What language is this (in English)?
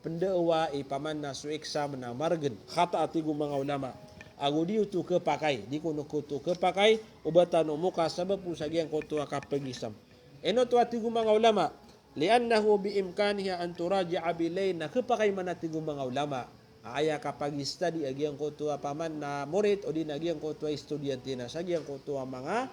Maranao